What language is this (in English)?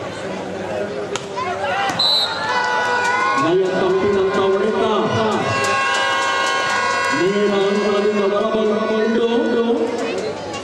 Kannada